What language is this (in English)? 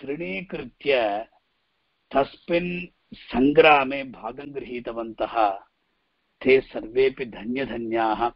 Sanskrit